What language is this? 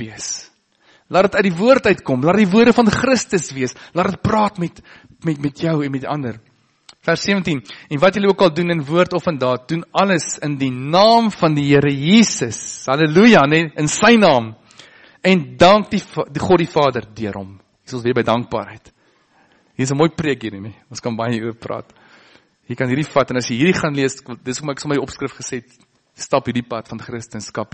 Afrikaans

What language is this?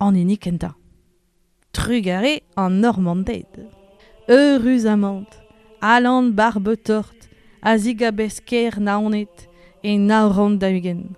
Breton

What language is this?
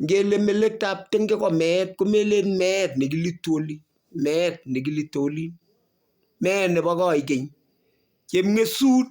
Kalenjin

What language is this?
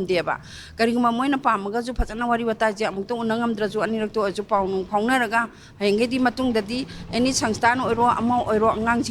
Manipuri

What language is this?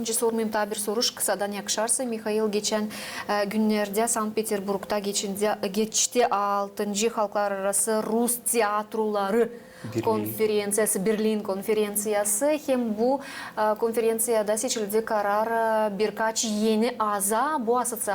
Gagauz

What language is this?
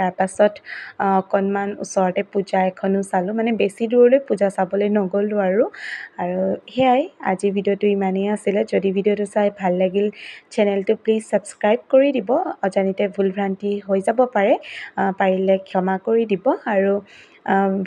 Assamese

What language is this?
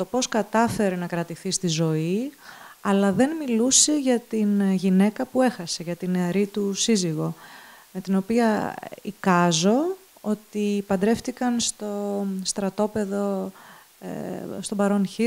Greek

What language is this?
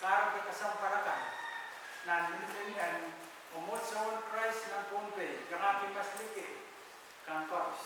Pohnpeian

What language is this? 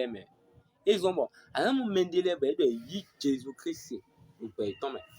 Fon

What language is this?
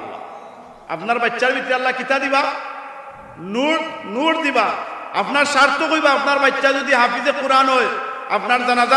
Sylheti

